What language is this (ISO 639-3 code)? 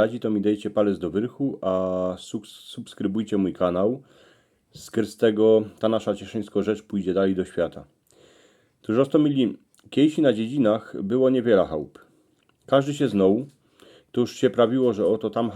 szl